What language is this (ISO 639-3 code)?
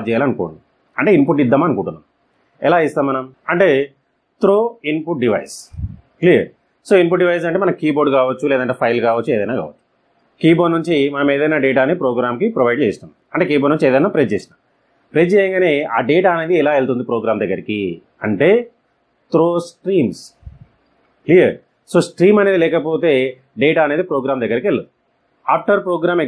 tel